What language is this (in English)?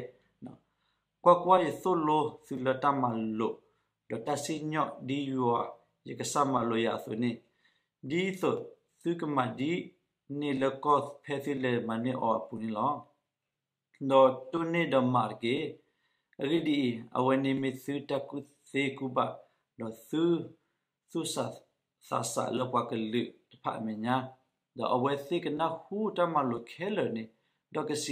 S'gaw Karen